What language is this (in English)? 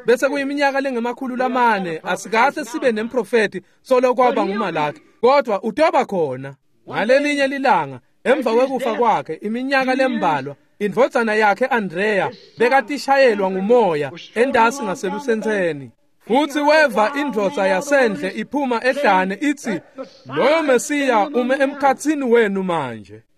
Swati